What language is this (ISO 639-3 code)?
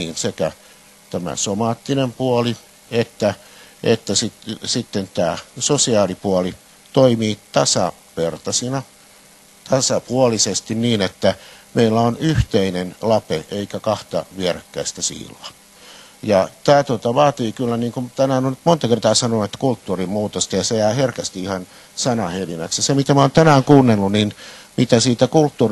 fin